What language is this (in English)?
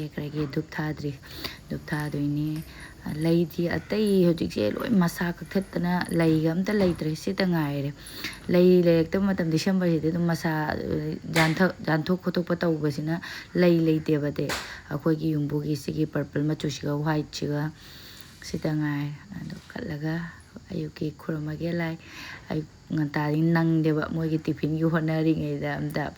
Manipuri